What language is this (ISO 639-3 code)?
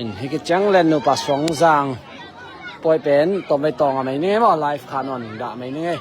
ctd